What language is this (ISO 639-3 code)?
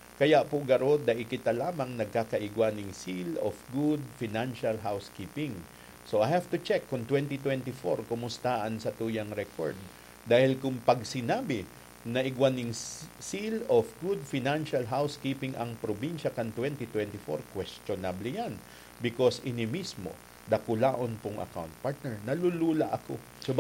bik